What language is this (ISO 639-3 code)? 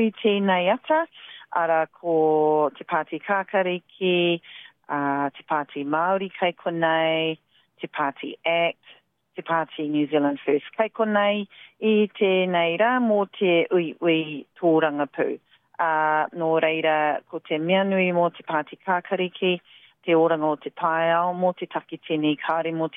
mri